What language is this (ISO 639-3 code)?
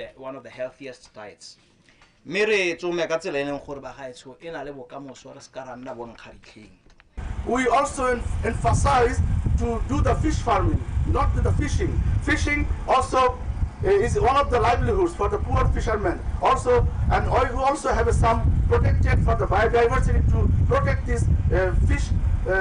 tsn